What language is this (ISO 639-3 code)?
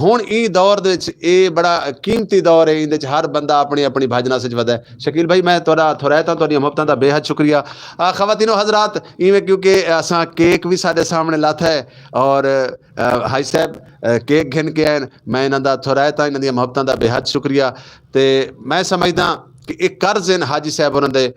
skr